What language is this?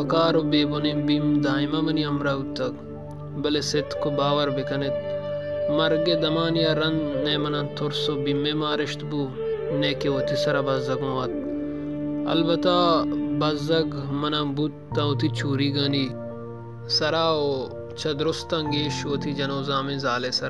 Baluchi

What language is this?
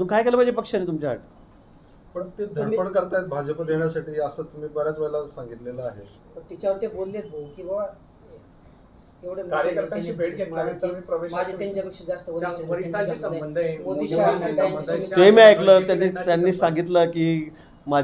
Marathi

